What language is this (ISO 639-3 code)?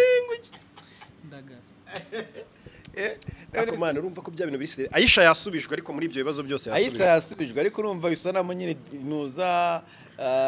kin